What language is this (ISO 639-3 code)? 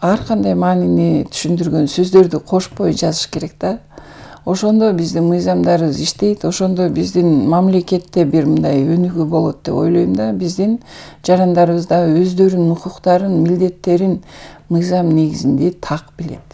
kir